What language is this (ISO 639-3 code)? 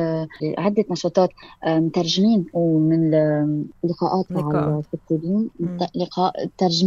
apc